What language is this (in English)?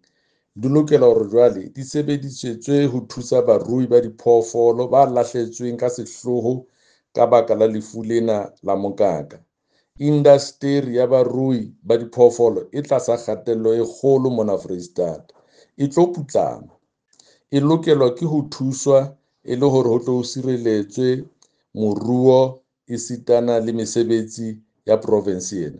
Southern Sotho